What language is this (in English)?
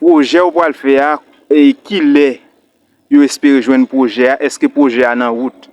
Haitian Creole